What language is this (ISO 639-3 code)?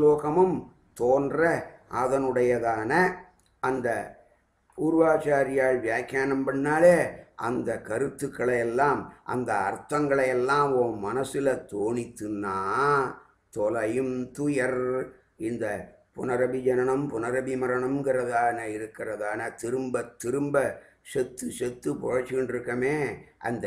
tam